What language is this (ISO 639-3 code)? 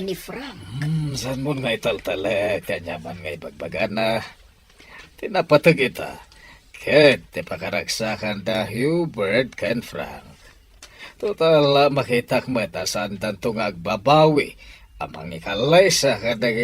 ilo